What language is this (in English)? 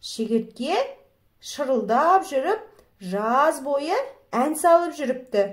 Kazakh